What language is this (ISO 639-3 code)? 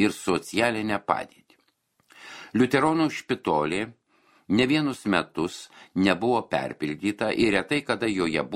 lit